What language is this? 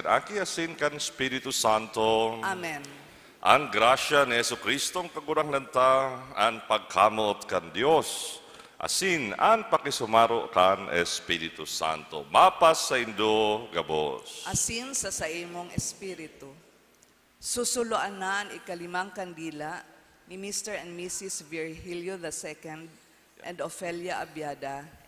Bikol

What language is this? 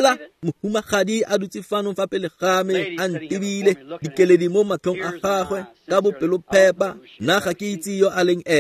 Tswana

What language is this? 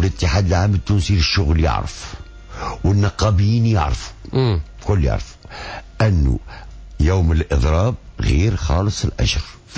Tunisian Arabic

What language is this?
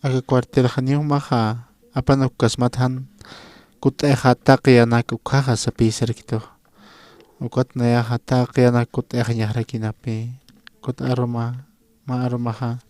Aymara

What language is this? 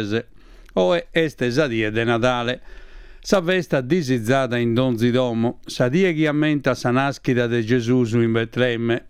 Sardinian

